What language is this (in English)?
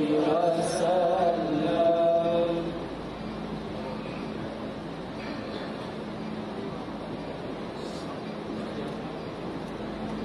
Malay